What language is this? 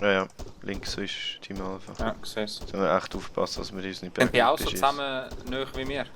Swiss German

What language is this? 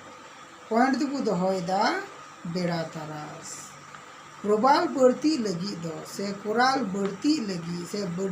Santali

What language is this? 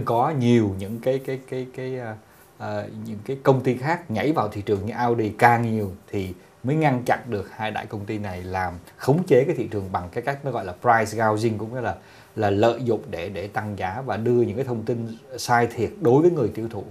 Vietnamese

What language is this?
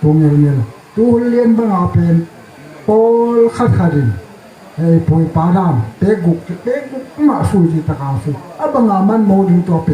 Tedim Chin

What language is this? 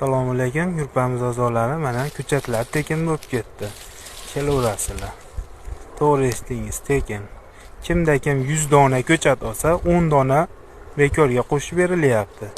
Uzbek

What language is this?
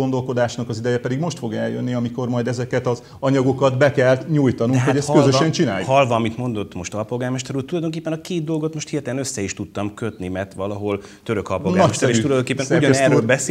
Hungarian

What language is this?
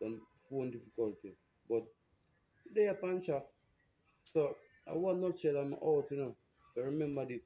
Jamaican Creole English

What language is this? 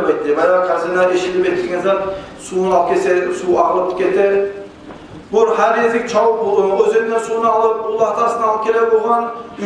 Kumyk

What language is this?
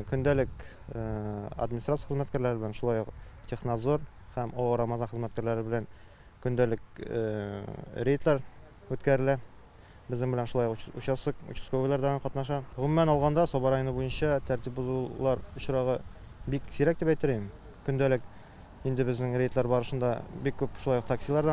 Tatar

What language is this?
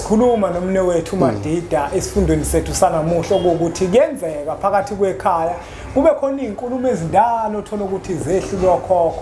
Zulu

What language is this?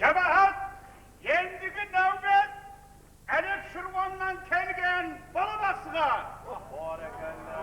Kara-Kalpak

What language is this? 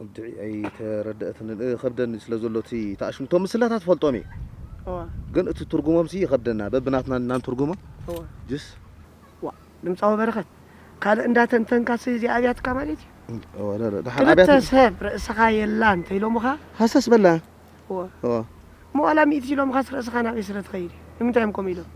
Tigrinya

